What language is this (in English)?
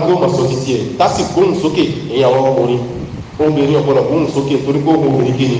Yoruba